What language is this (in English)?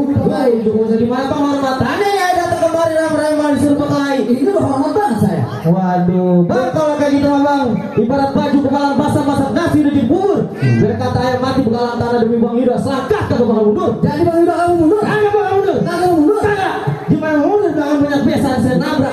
Betawi